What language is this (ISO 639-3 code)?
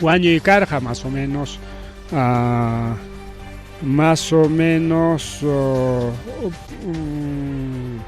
quy